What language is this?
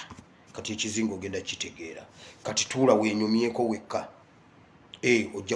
Ganda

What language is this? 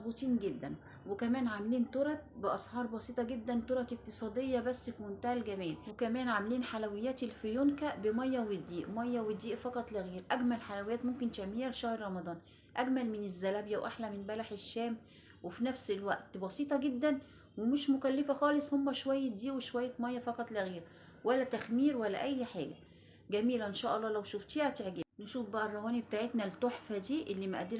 Egyptian Arabic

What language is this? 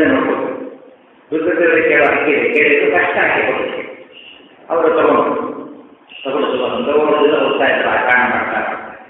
Kannada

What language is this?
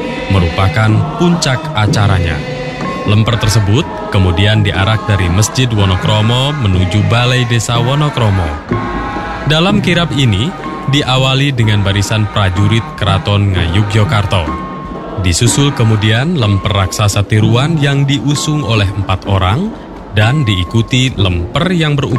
Indonesian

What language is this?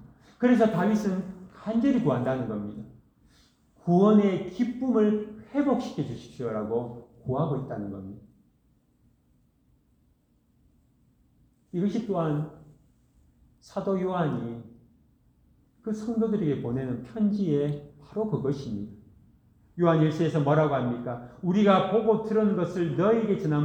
Korean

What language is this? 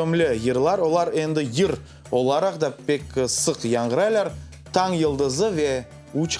Crimean Tatar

